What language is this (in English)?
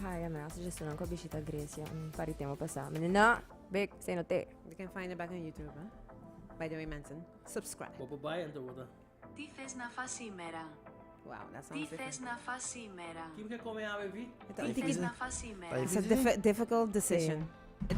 Papiamento